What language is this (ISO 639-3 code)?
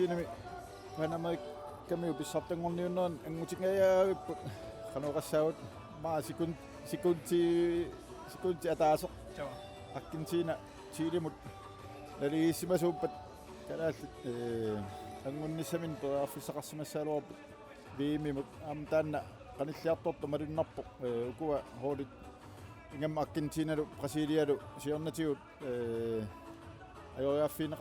kal